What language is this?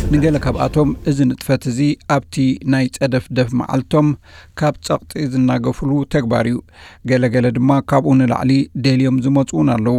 Tigrinya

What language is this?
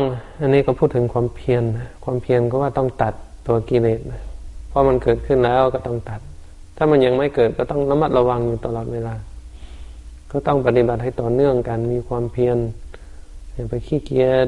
Thai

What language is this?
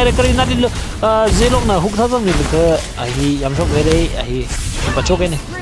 Tangkhul Naga (India)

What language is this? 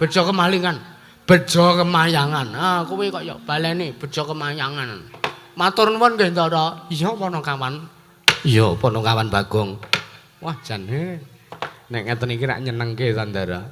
Javanese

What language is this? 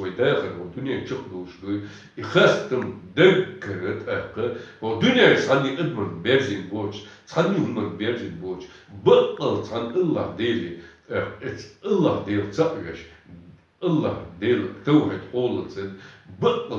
Chechen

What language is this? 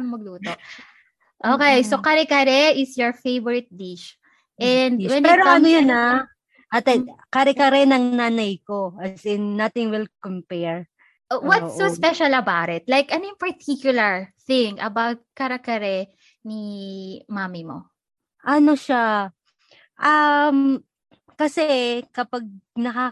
Filipino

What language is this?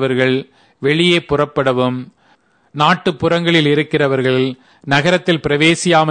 Tamil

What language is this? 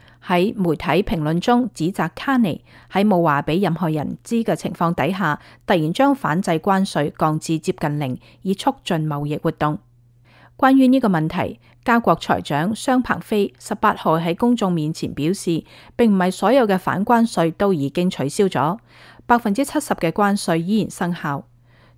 Cantonese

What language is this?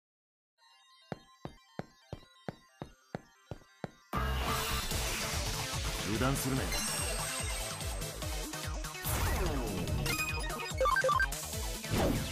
Japanese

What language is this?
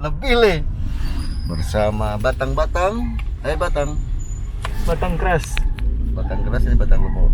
Manado Malay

